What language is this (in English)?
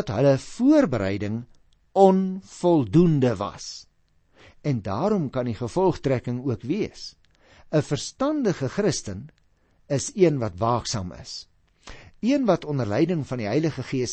Afrikaans